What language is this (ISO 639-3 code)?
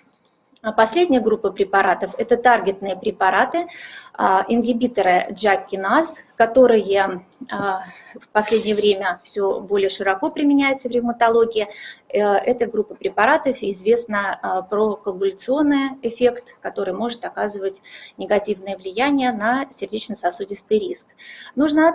rus